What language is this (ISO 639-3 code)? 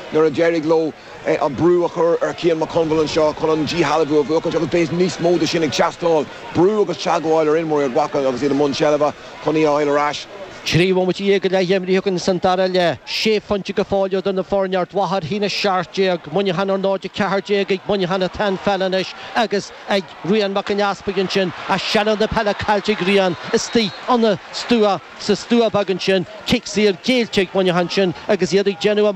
gle